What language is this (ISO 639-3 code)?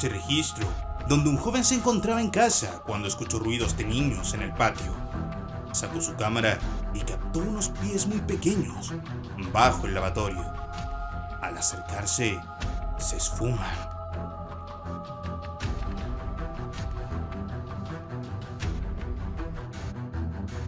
spa